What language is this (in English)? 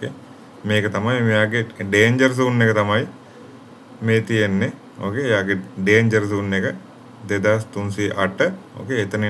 Sinhala